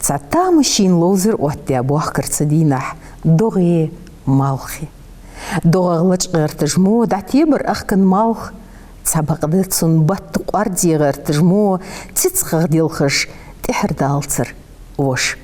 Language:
Ingush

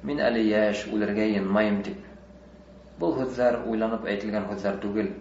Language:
Bashkir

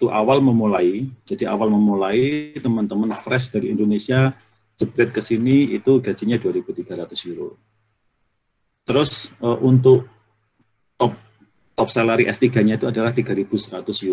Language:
Indonesian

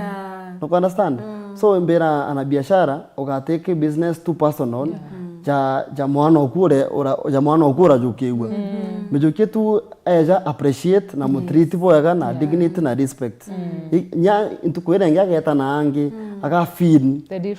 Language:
Meru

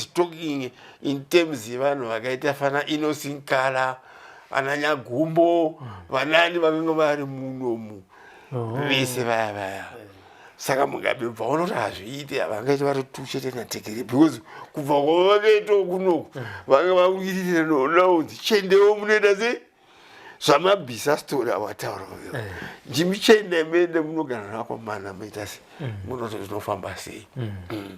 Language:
Shona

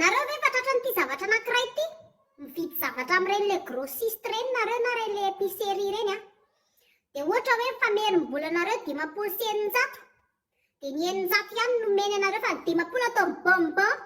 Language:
Malagasy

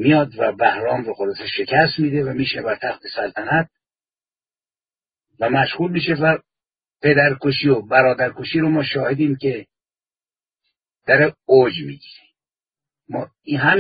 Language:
Persian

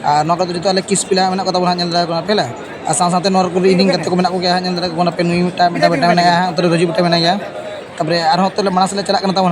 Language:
Santali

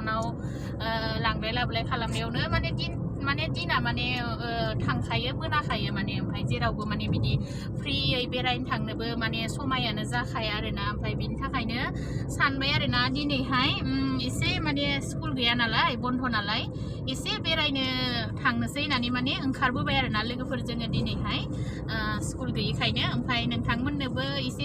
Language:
Bodo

